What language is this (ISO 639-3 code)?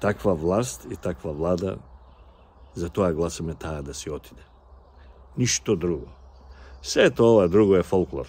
mkd